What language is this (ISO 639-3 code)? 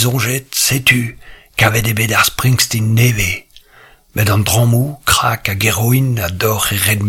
bre